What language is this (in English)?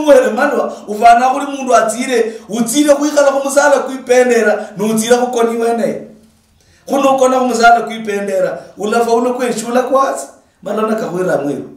Luyia